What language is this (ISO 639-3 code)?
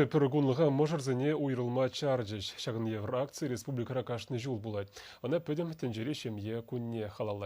chv